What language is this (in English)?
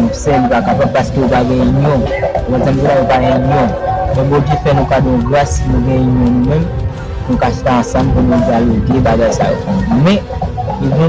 Haitian Creole